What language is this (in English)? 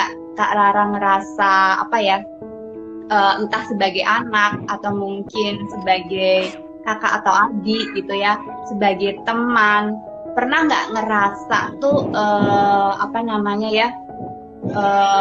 Indonesian